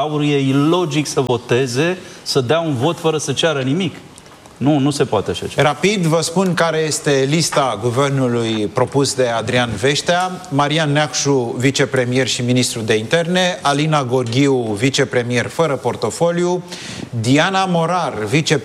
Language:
Romanian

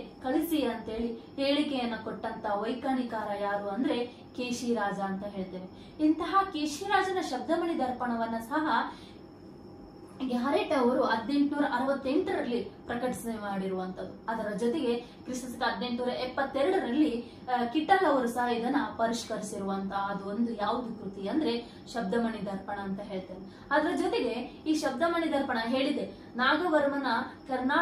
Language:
Kannada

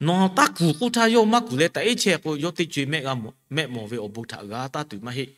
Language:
Lahu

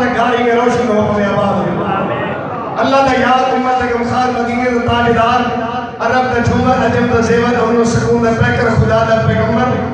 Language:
Saraiki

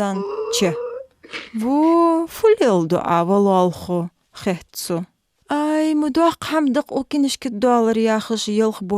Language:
Ingush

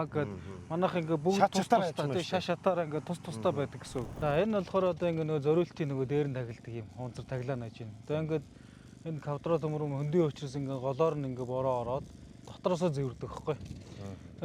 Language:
Mongolian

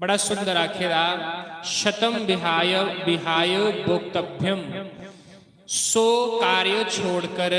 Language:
Dogri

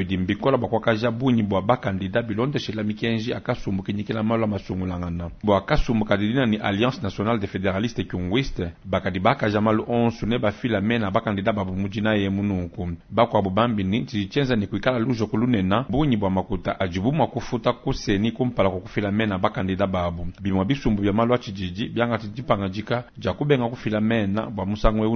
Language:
Luba-Lulua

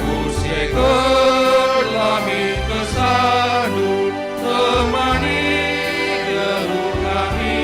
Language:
Batak Karo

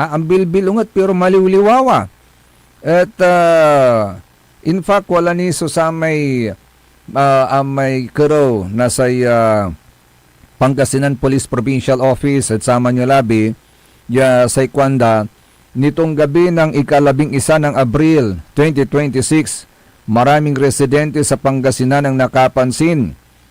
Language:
Pangasinan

